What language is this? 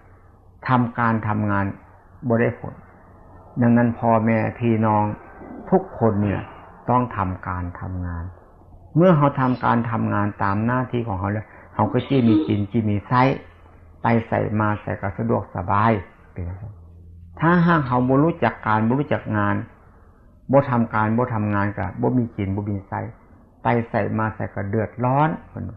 Northeastern Thai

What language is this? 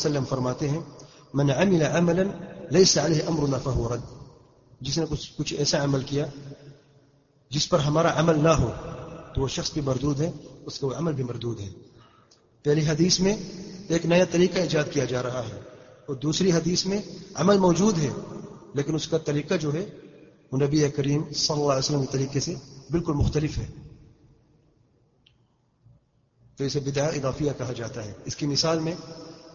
Urdu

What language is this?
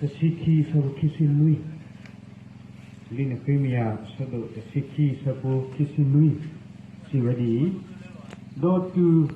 S'gaw Karen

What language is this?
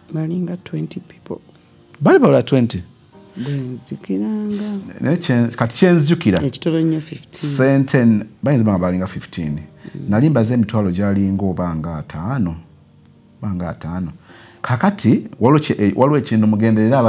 Ganda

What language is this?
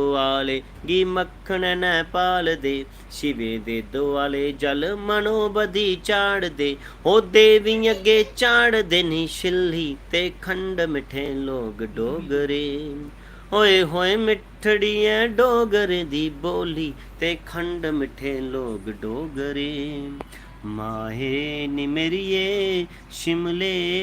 Dogri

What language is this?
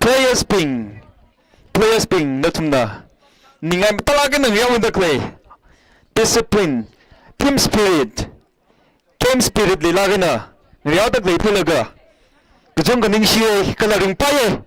Tangkhul Naga (India)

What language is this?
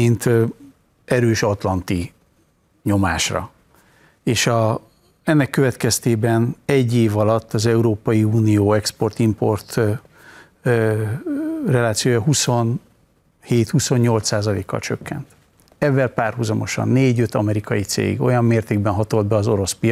Hungarian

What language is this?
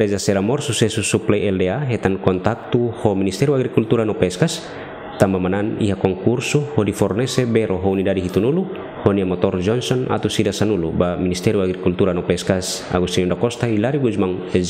Tetum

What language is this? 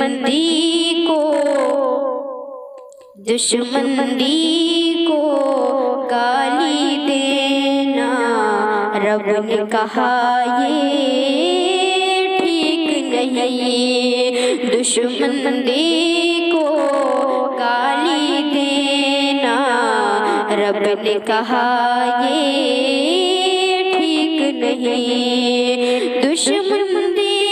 Urdu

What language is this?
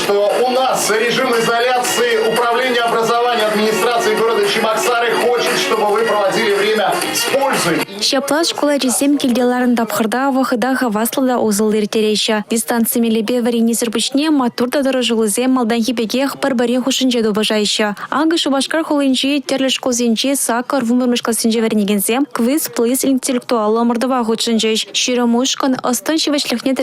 Chuvash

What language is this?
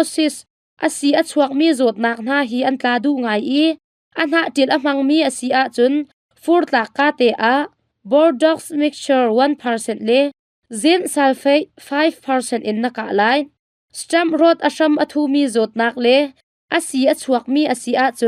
Hakha Chin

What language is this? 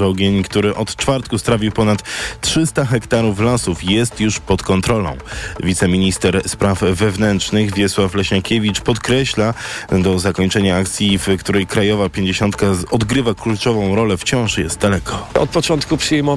Polish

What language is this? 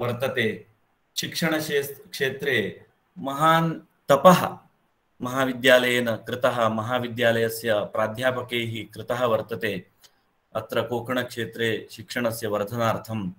Sanskrit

